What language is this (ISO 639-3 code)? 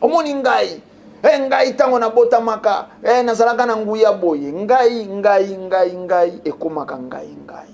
lin